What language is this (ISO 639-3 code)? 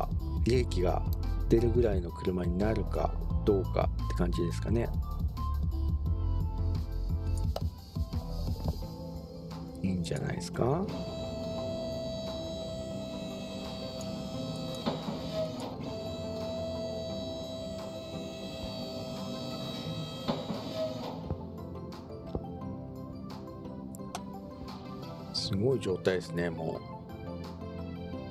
jpn